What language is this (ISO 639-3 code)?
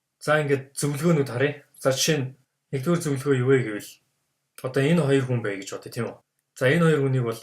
mon